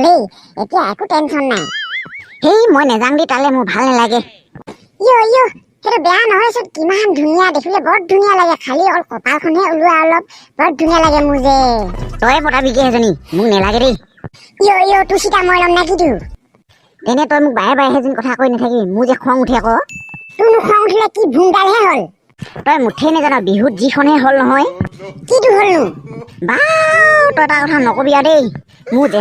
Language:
Assamese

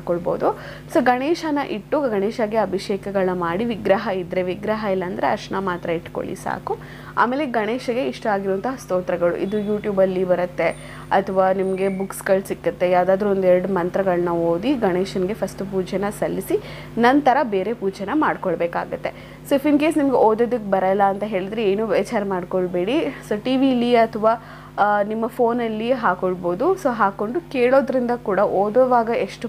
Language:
Kannada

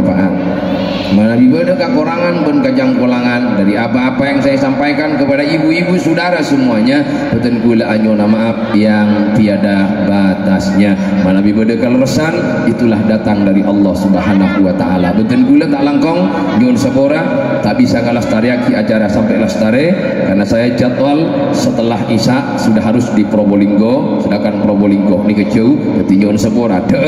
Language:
Madurese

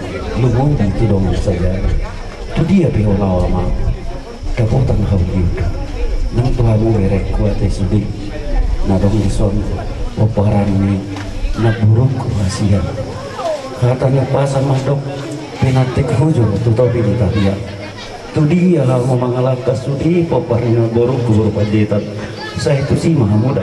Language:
Batak Toba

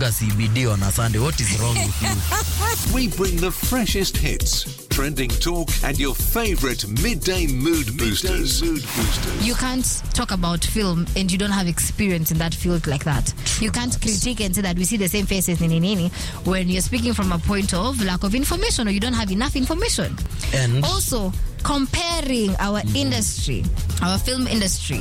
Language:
Swahili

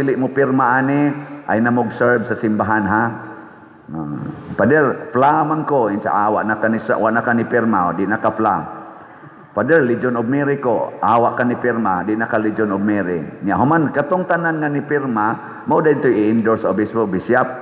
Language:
Cebuano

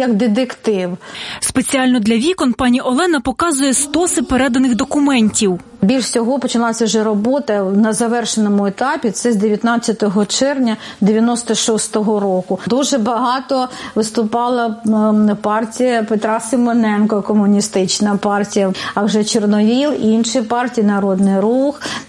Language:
Ukrainian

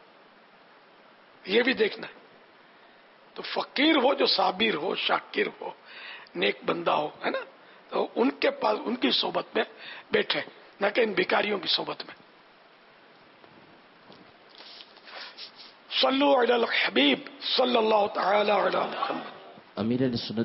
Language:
Urdu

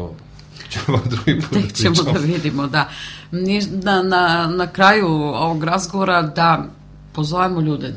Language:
Serbian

